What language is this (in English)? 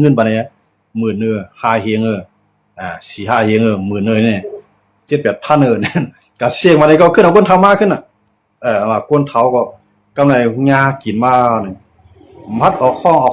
Shan